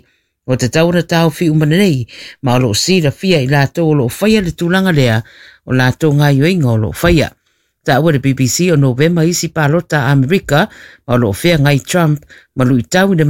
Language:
Samoan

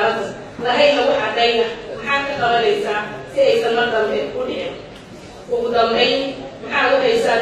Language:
Somali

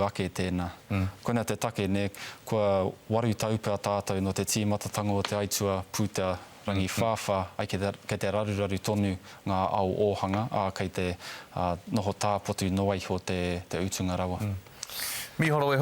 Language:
Māori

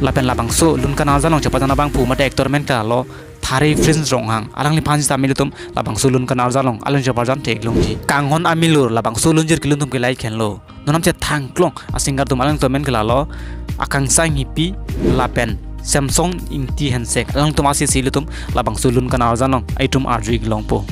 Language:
Karbi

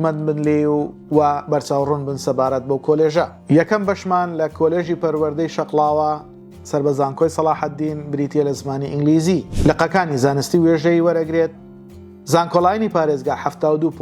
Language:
Central Kurdish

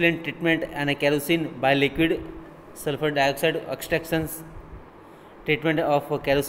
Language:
Gujarati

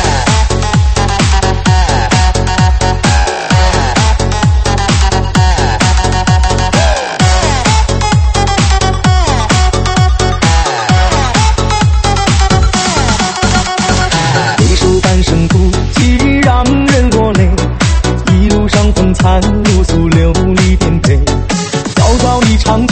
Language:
Chinese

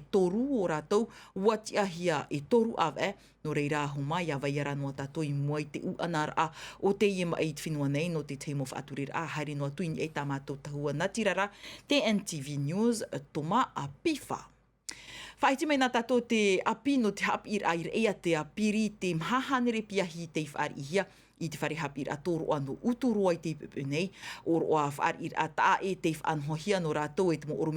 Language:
Tahitian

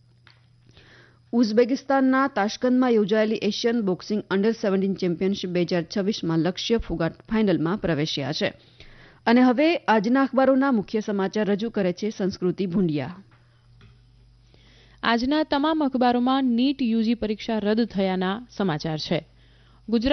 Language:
Gujarati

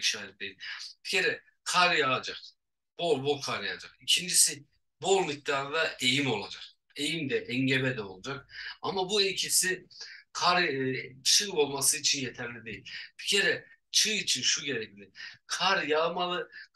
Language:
Turkish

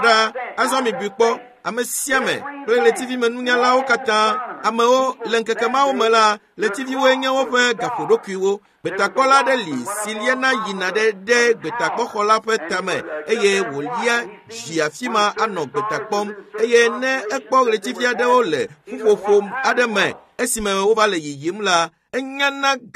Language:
Ewe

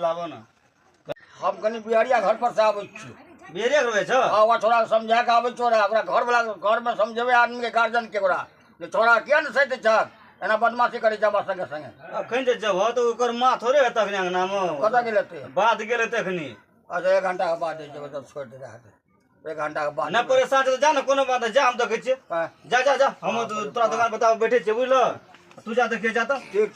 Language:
Maithili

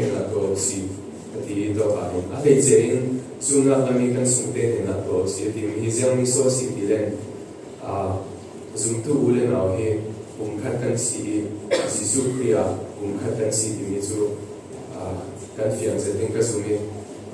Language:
Falam Chin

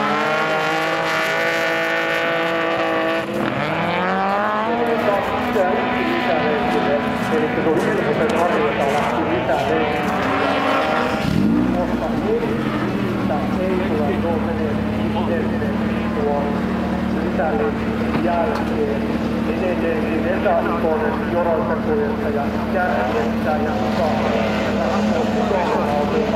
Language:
Finnish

